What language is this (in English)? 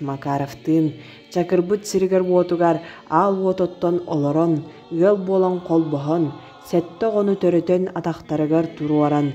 Yakut